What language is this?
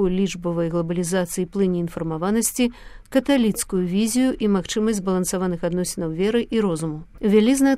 Belarusian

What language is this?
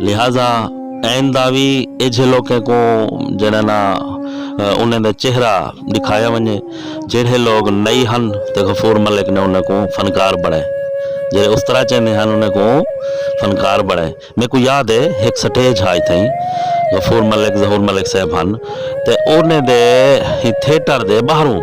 Saraiki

